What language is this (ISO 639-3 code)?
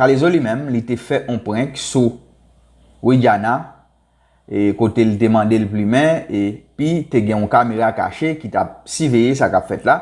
hat